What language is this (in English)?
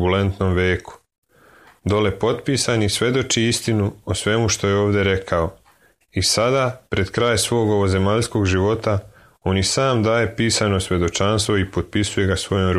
Serbian